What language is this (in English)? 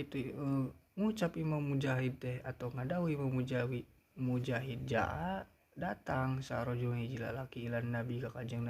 Sundanese